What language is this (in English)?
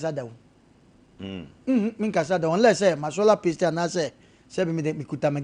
Akan